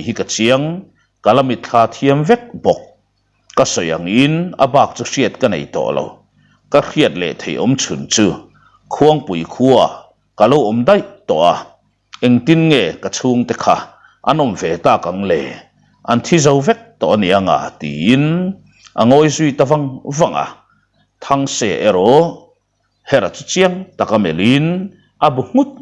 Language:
Mizo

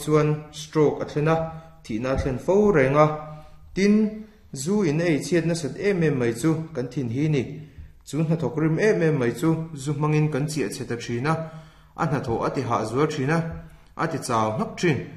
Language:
Mizo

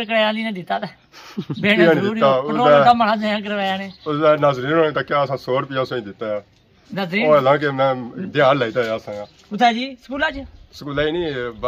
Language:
Pahari-Potwari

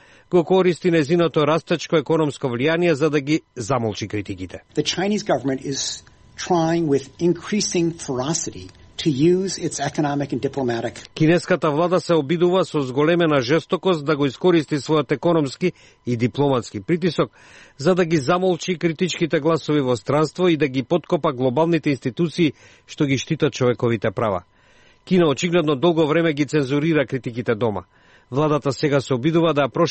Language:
Macedonian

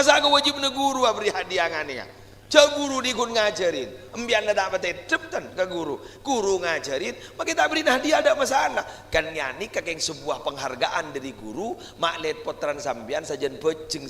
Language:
Madurese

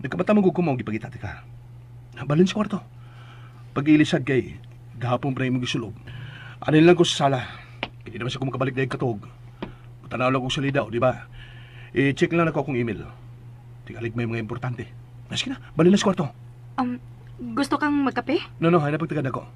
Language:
Cebuano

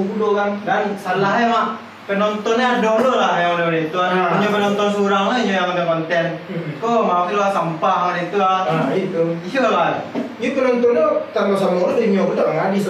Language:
Minangkabau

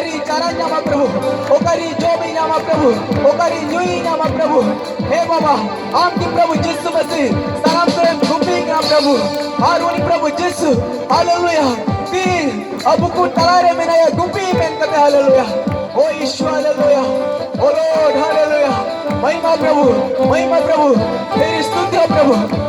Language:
Santali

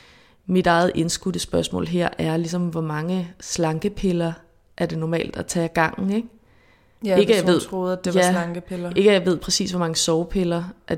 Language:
Danish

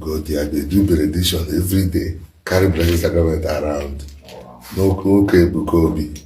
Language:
Igbo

